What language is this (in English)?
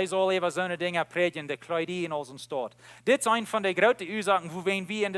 Plautdietsch